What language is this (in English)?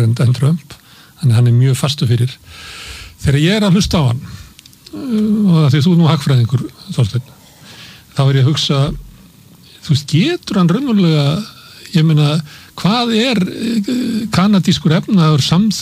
Icelandic